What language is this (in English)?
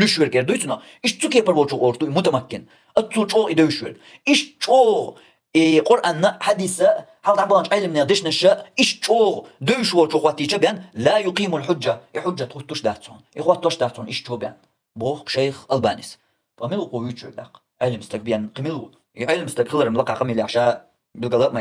Chechen